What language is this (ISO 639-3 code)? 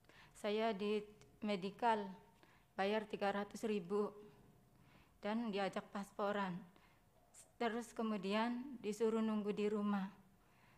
ind